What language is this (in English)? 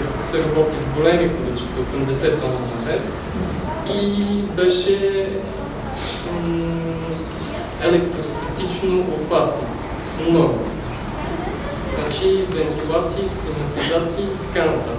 Bulgarian